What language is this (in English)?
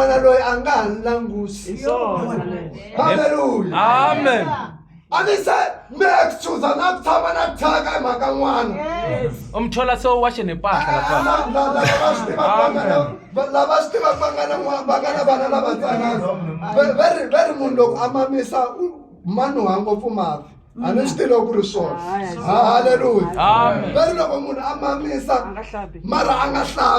Tsonga